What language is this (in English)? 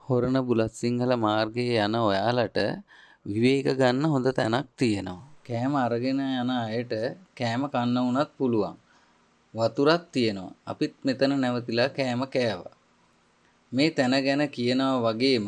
Sinhala